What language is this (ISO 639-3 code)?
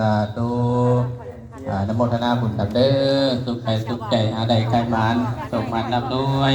lao